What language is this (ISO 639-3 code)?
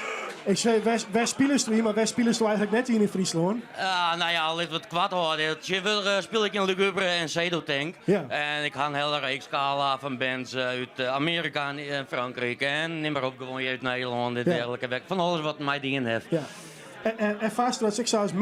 fry